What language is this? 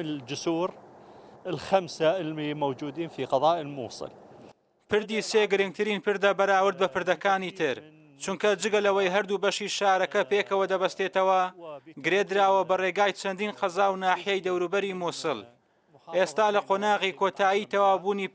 Central Kurdish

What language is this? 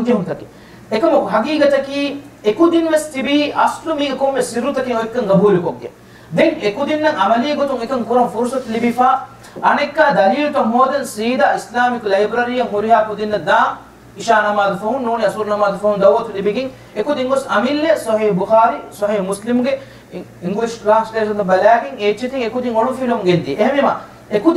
Divehi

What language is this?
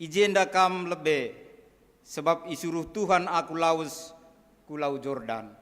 Batak Karo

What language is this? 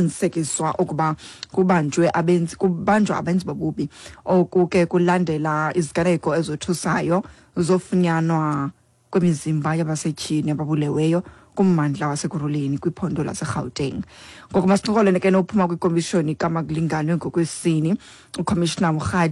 Xhosa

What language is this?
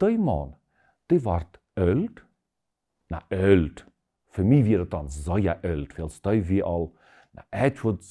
Plautdietsch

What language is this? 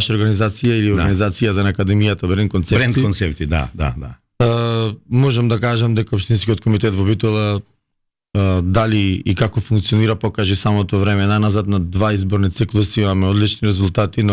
Macedonian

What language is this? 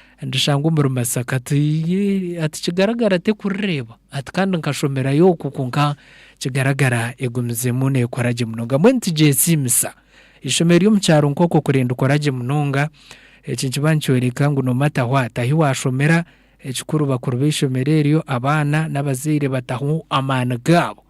Nyankole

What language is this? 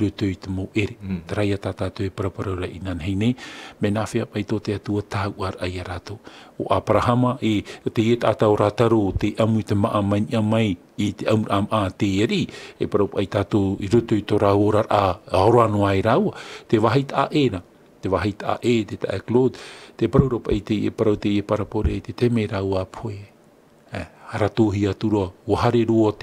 Tahitian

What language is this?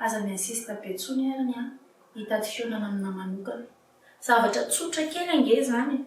Malagasy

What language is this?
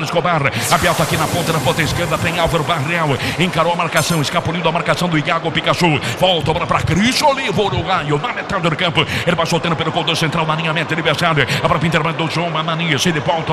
Portuguese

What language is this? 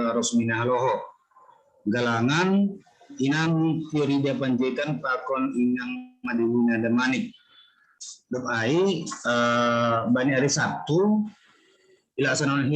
Batak Simalungun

